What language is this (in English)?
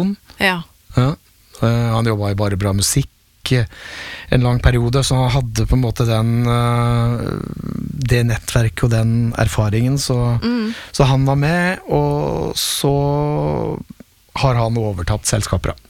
Norwegian